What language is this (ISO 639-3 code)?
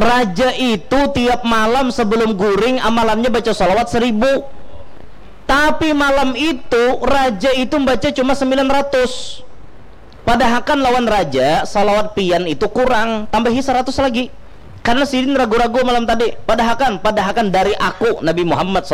bjn